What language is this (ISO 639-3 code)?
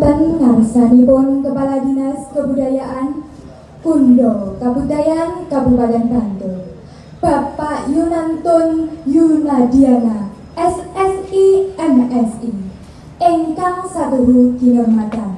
jav